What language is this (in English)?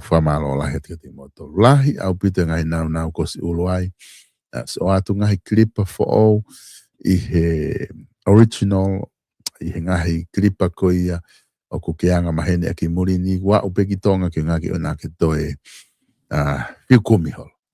Tongan